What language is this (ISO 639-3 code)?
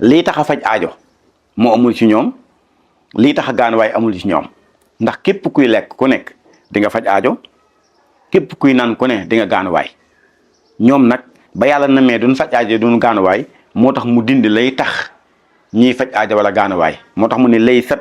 wol